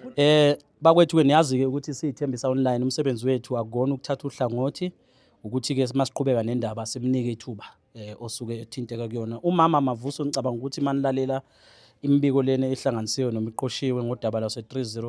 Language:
Zulu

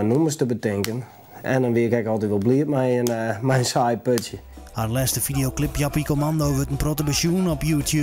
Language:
Western Frisian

